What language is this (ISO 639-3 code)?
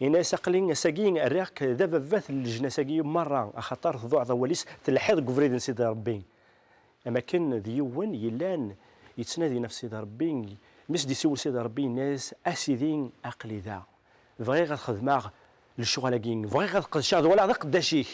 kab